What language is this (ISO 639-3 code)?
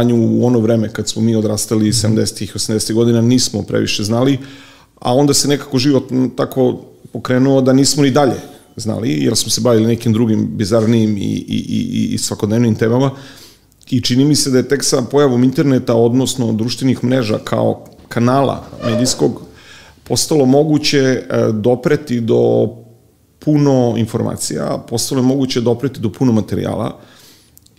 srp